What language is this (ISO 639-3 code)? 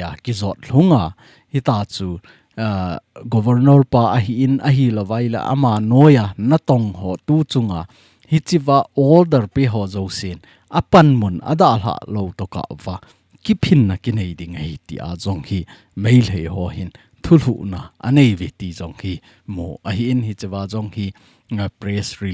tcz